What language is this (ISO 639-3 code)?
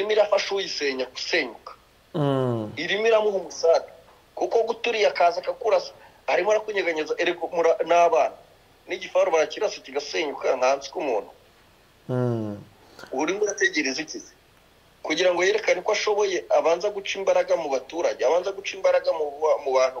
kin